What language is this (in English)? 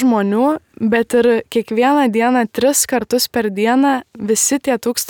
Lithuanian